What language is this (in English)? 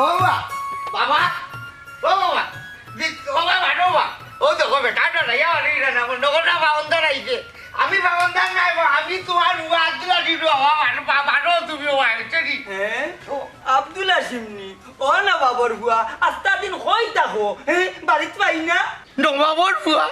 Sylheti